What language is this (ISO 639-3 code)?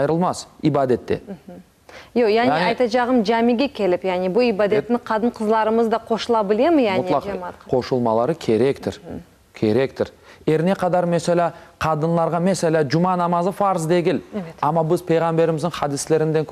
crh